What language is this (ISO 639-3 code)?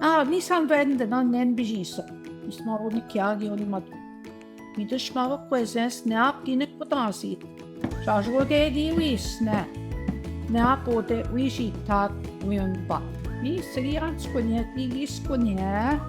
ojc